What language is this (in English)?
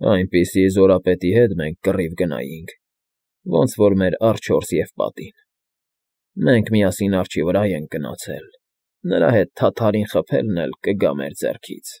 Armenian